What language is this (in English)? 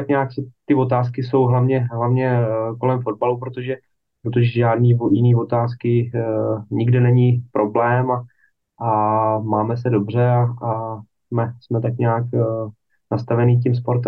Czech